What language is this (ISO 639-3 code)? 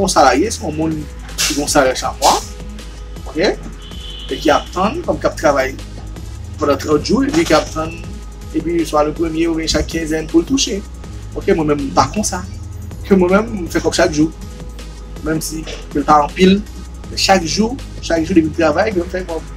hat